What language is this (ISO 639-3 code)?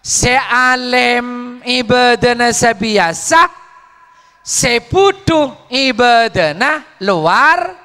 mad